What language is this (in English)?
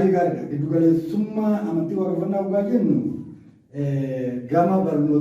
Oromo